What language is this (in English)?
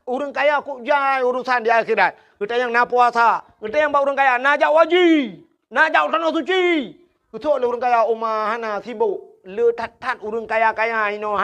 Achinese